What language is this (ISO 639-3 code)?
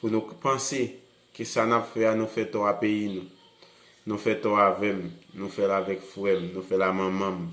hat